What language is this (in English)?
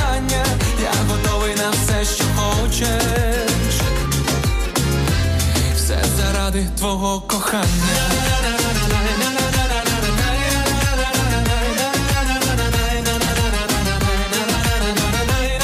Ukrainian